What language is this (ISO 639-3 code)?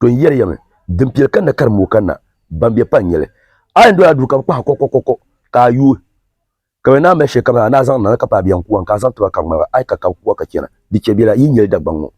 dag